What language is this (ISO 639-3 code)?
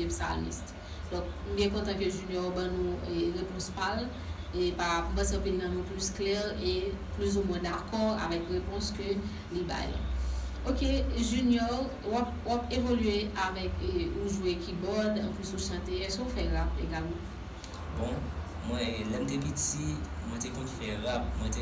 hat